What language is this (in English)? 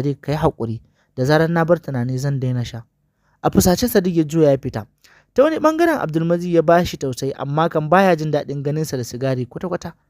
Hausa